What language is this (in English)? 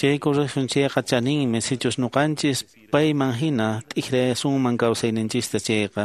Quechua